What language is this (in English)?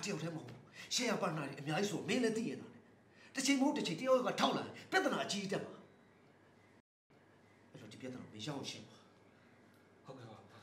Burmese